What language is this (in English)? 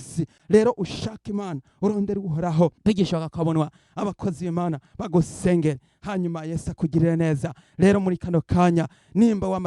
Rundi